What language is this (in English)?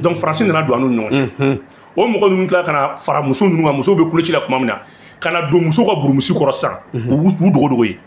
Bambara